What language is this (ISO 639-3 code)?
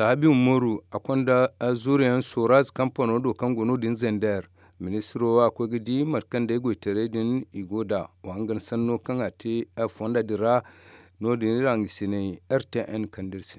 dje